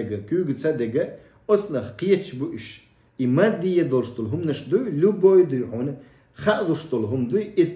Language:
Chechen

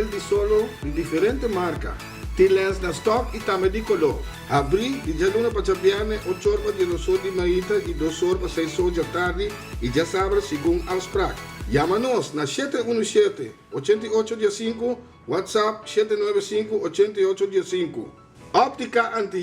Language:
Papiamento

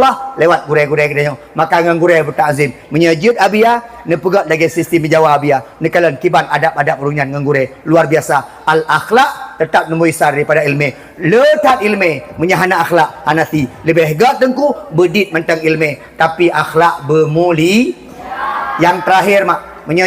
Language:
Achinese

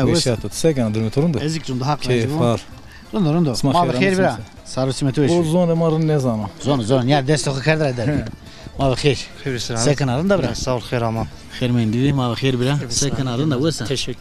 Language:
Zaza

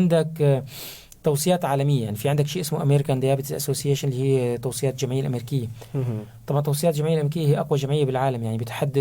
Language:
North Levantine Arabic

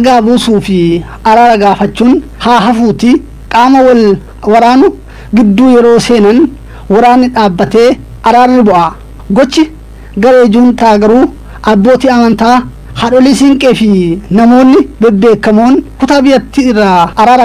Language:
Oromo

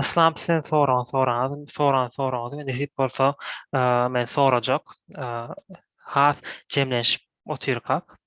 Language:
Turkmen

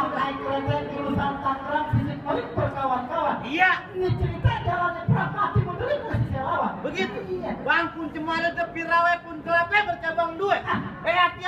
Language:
Betawi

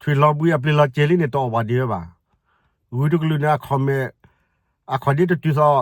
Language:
S'gaw Karen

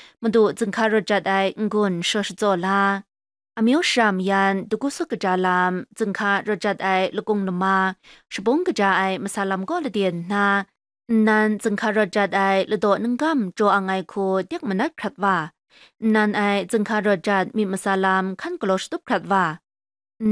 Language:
Kachin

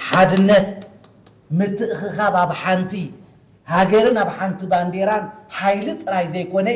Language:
Tigrinya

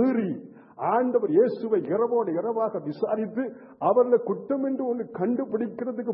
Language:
Tamil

